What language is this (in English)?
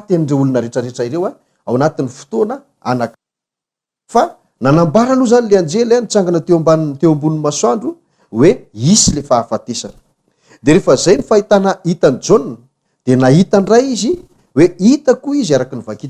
Malagasy